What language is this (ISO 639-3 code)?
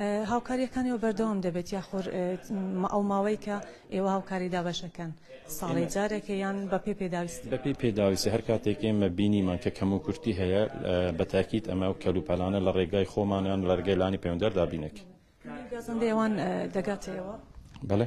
ckb